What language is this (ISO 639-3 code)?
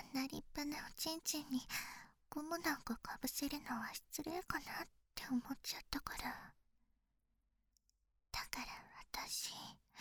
jpn